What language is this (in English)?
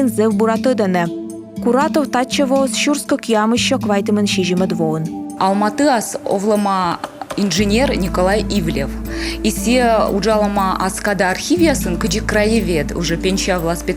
Komi